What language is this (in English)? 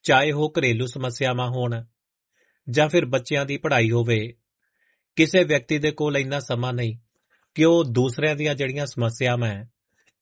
Punjabi